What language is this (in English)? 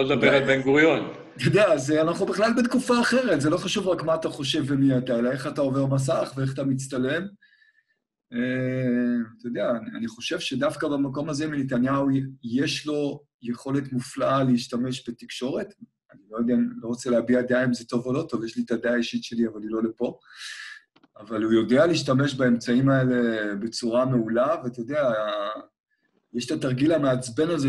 Hebrew